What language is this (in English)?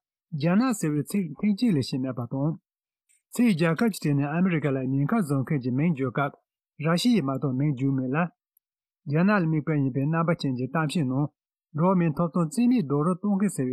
Tibetan